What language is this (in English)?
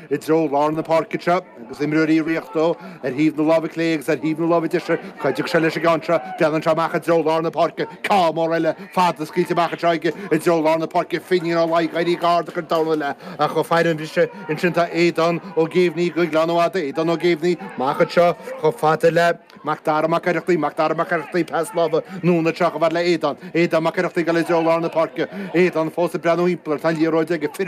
Irish